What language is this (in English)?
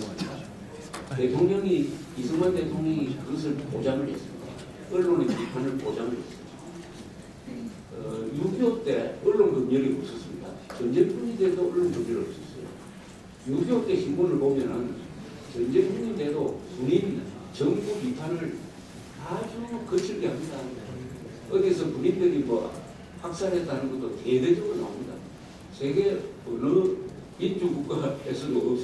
Korean